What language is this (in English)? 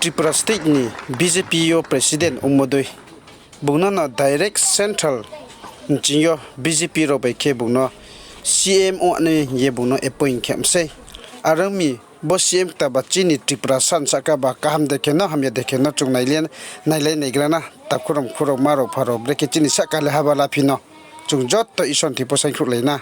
Riang (India)